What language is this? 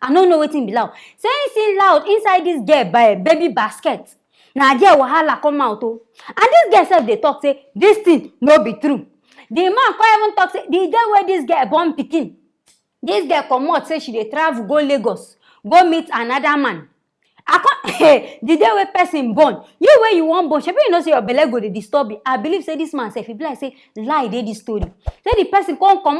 Nigerian Pidgin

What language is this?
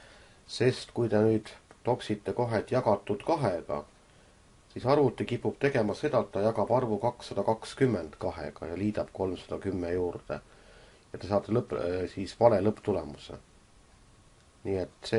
Estonian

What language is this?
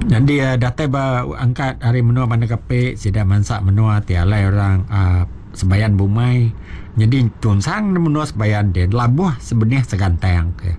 Iban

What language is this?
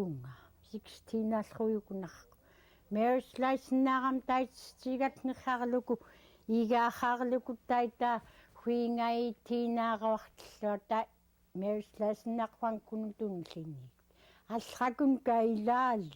Central Yupik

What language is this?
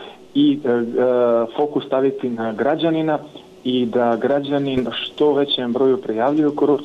Serbian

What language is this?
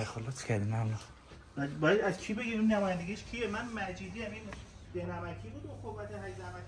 Persian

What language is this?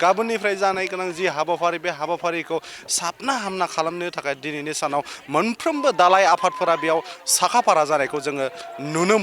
Bodo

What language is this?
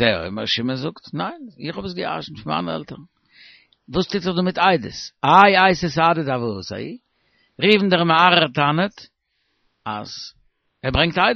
Yiddish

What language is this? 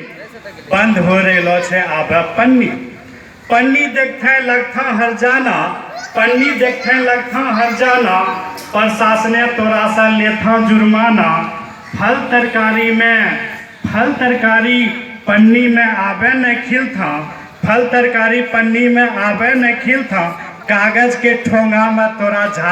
Angika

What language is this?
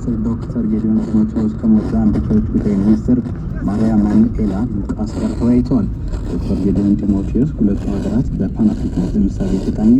Amharic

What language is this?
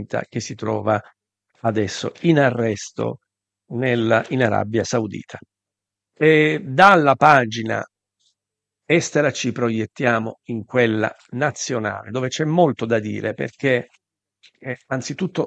Italian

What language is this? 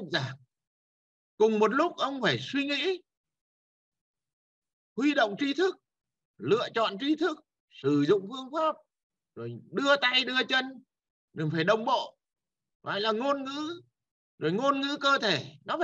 Vietnamese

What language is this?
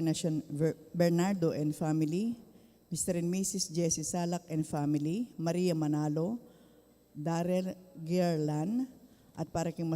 Pampanga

